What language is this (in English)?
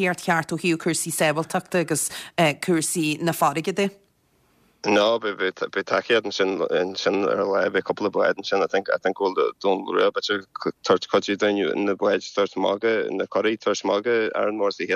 Irish